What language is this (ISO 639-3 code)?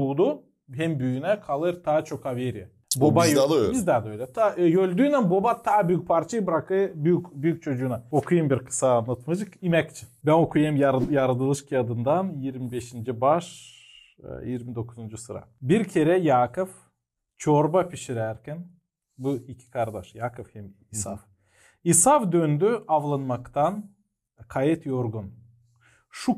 gag